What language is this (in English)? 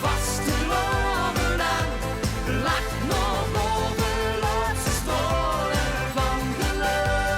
Limburgish